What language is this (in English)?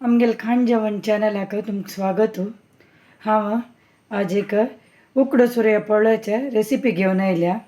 Konkani